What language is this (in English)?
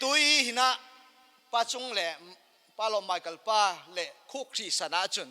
Falam Chin